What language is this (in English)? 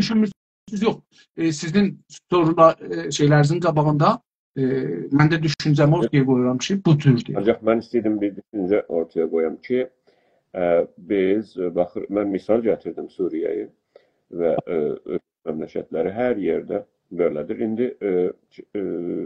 South Azerbaijani